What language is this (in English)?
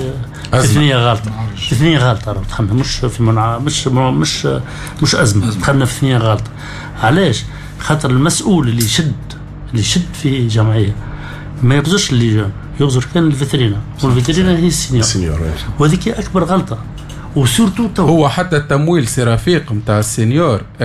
Tunisian Arabic